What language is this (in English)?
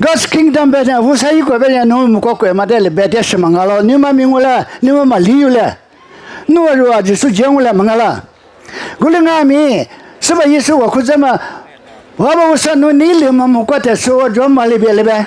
Lisu